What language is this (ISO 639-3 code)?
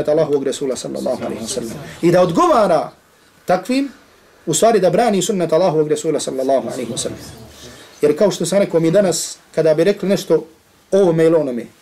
bos